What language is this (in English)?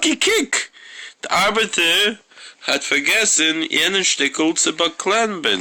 Yiddish